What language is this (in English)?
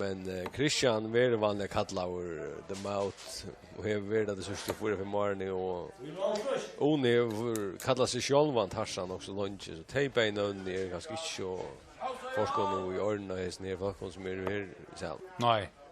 Faroese